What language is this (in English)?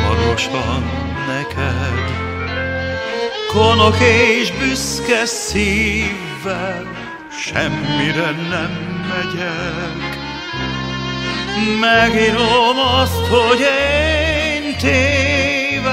Hungarian